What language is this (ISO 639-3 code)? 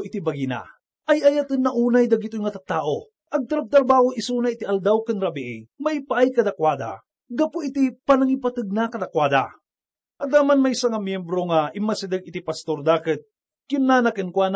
ilo